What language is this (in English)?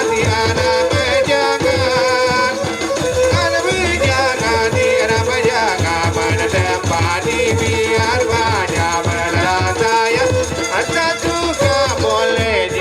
Sasak